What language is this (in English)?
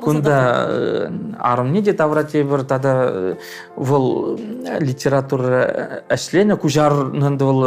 Chuvash